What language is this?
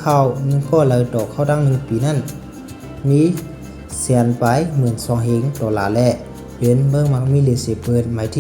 Shan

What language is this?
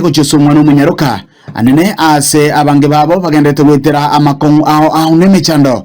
Gusii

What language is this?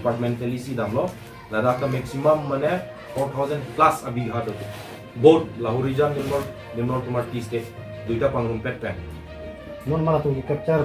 Karbi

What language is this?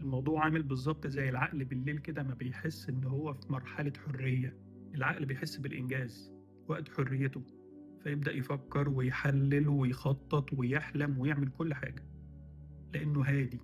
Egyptian Arabic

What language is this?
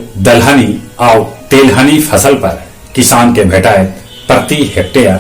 Magahi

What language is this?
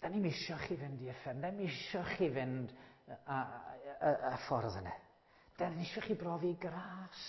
Welsh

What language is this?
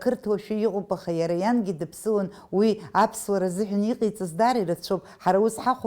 Abkhazian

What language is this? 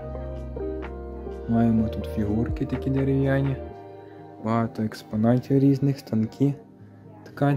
Ukrainian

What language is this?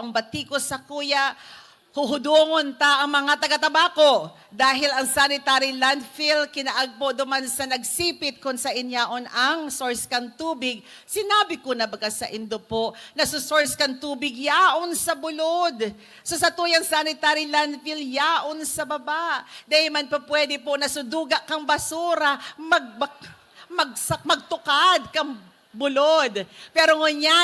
Bikol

